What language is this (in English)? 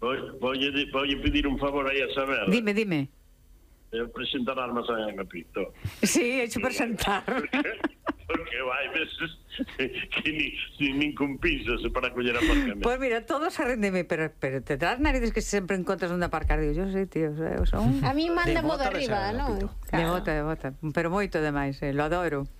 Galician